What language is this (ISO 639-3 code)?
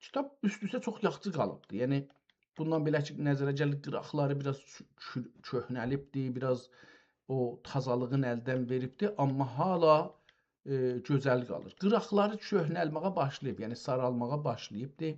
azb